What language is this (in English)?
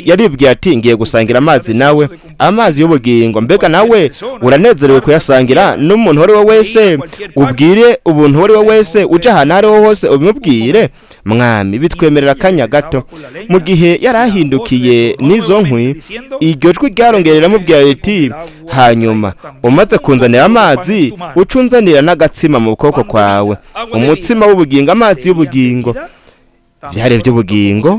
Rundi